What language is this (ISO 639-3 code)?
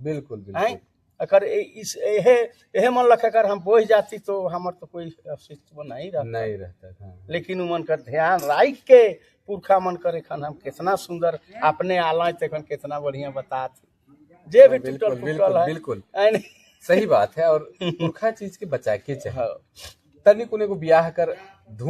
sck